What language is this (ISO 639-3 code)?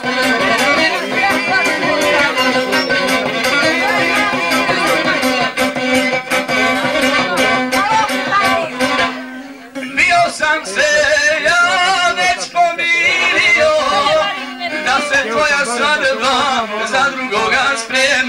hrv